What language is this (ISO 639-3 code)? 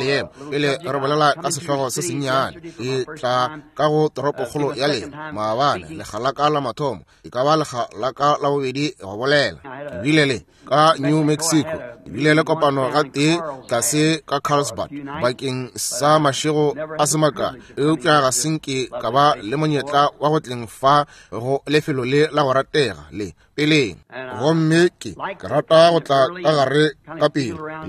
nso